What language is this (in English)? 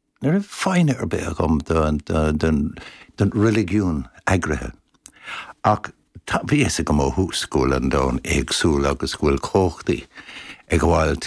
Irish